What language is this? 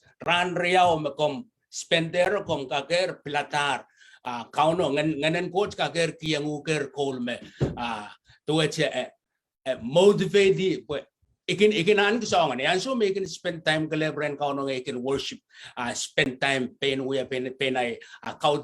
Pohnpeian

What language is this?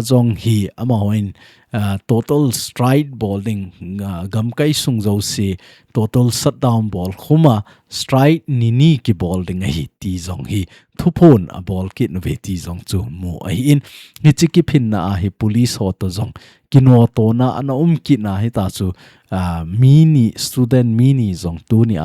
Thado Chin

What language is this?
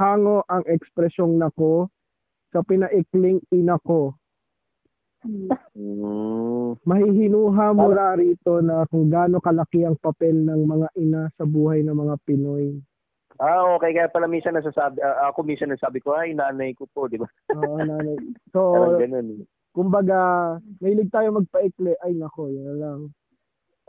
Filipino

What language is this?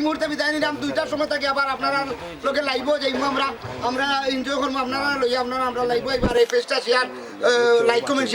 Sylheti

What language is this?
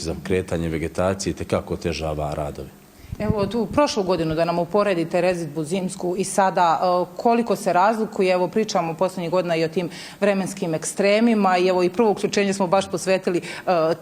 Bosnian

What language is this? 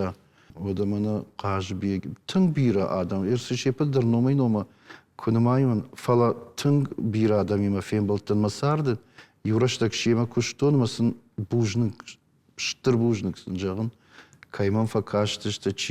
Ossetic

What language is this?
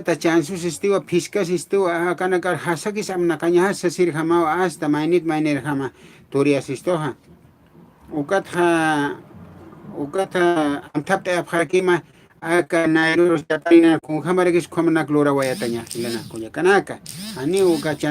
Aymara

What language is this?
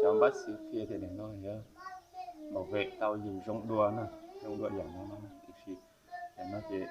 Hmong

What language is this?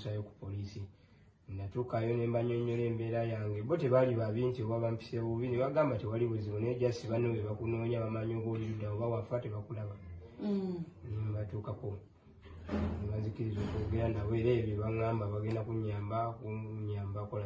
Ganda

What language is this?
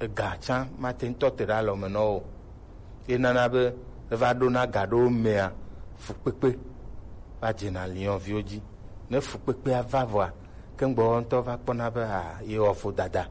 Gen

